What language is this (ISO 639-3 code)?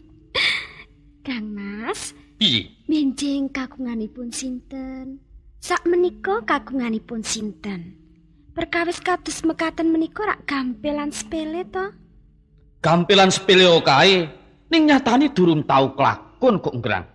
jav